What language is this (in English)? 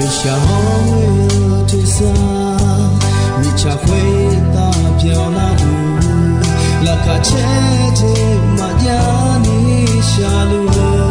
Akha